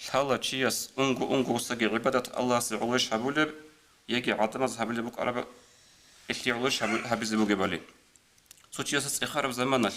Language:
Avaric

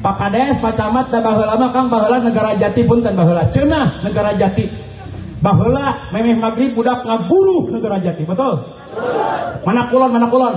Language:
Sundanese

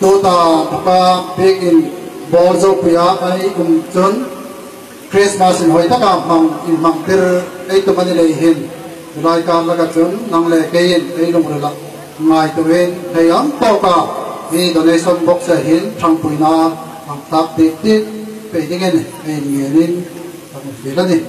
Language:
Hmar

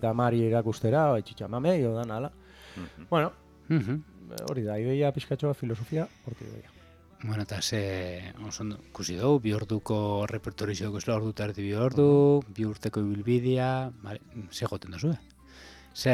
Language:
Basque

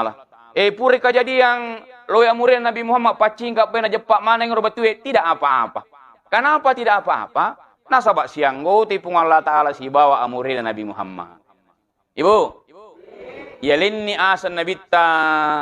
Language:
Buginese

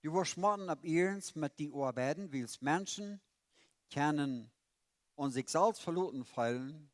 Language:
Plautdietsch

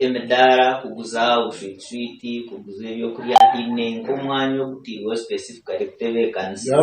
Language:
Nyankole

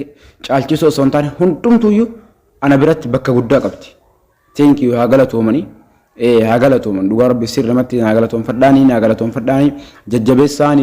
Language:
Oromo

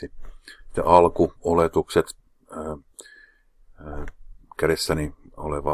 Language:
Finnish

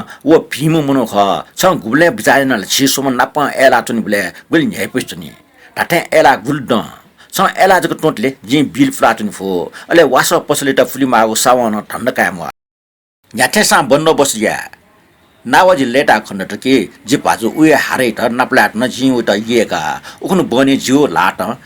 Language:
Newari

